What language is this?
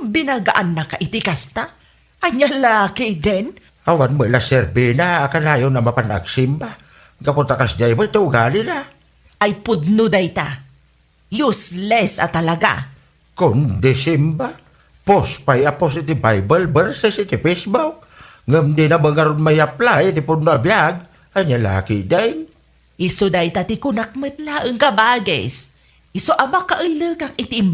Iloko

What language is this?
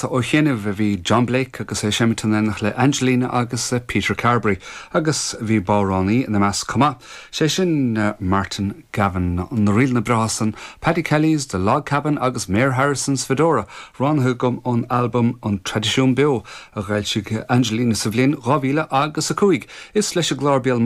Irish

